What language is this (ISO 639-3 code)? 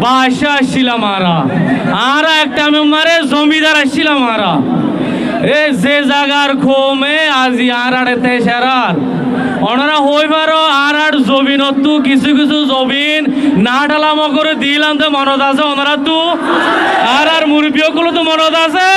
rhg